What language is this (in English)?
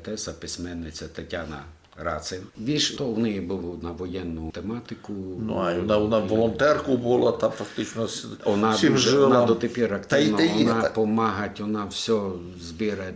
Rusyn